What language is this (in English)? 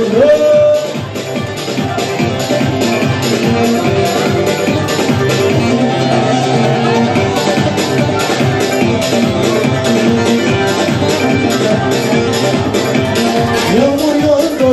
Turkish